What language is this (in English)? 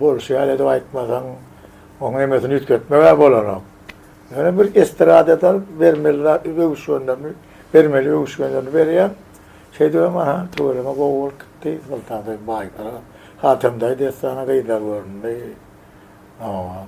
Turkmen